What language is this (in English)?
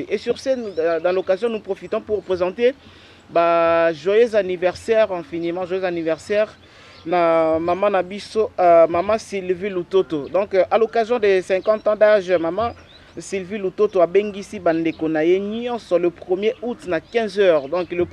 Lingala